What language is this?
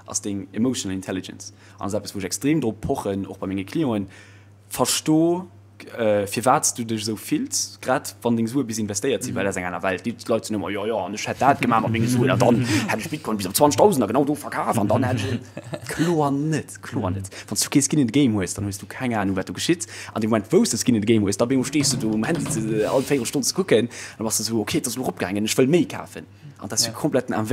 Luxembourgish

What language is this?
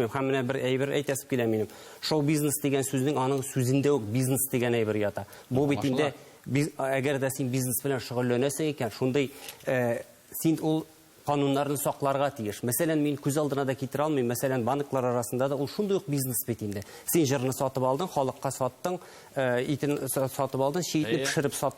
Tatar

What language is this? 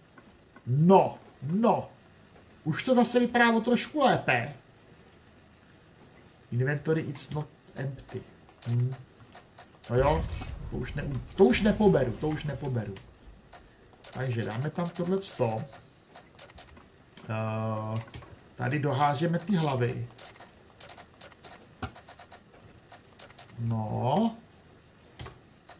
Czech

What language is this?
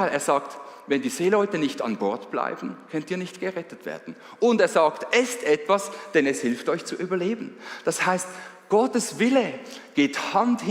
Swiss German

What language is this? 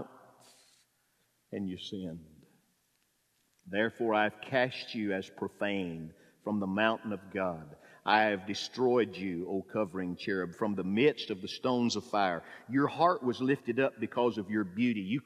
English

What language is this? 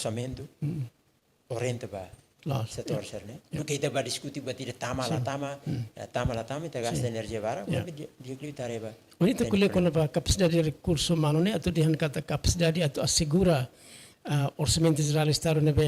Tetum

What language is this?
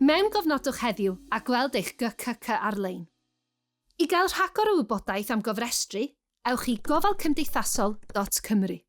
Welsh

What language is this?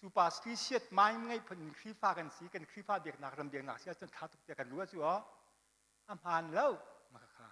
Hakha Chin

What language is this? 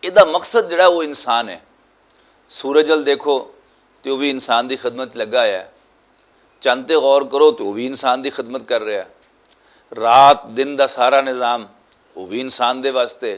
Western Panjabi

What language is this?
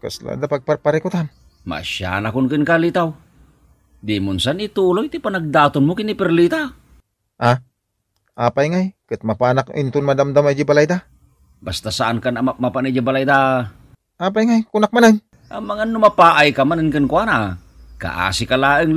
Iloko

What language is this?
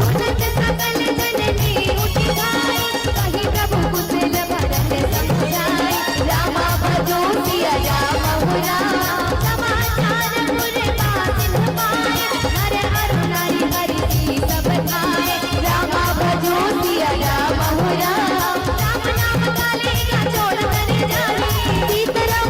Chhattisgarhi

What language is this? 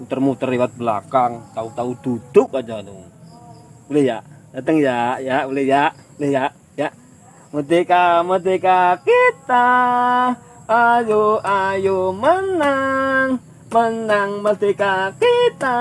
Betawi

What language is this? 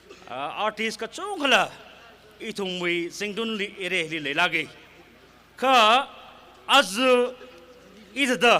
Tangkhul Naga (India)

